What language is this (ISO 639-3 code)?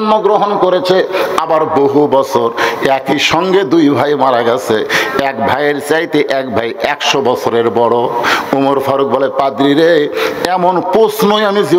ben